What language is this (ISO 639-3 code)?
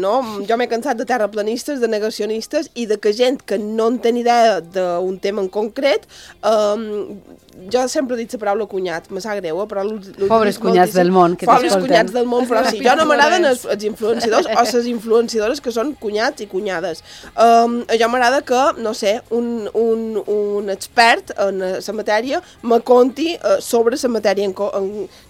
cat